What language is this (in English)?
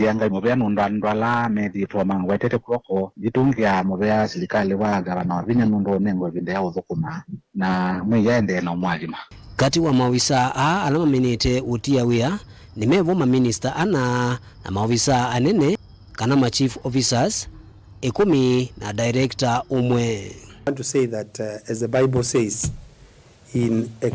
Kamba